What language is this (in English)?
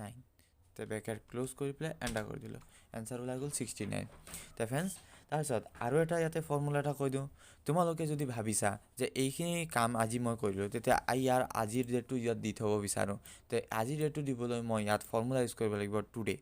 Assamese